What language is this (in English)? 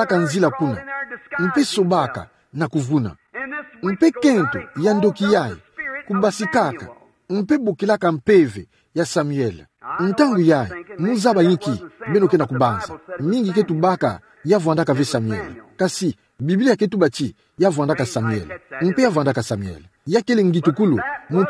Kituba (Democratic Republic of Congo)